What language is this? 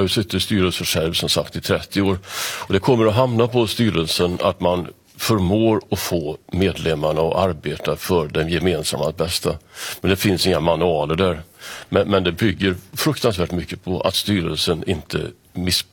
Swedish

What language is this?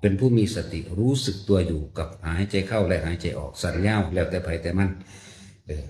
Northeastern Thai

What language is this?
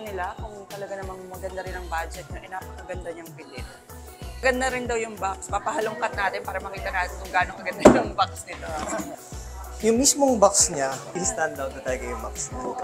Filipino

